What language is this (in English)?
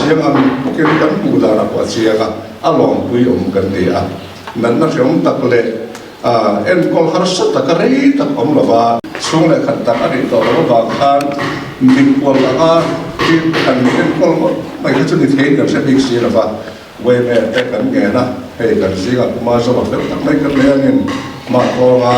Mizo